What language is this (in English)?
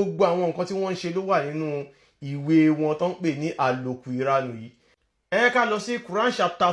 Yoruba